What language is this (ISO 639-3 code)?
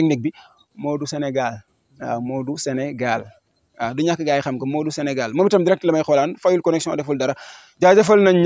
wol